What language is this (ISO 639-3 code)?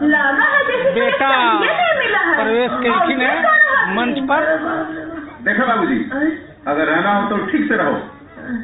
mag